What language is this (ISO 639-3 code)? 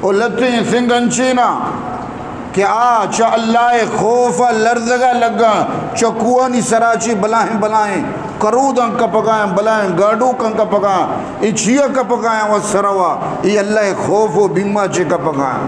bgp